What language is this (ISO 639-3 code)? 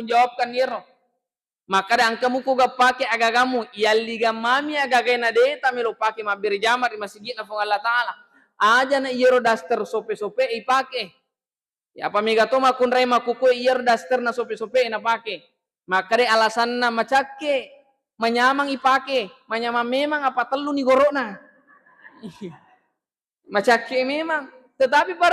bug